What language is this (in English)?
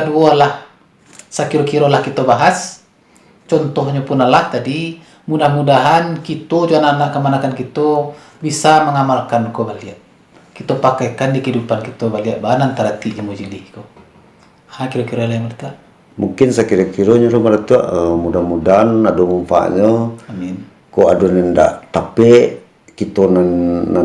Minangkabau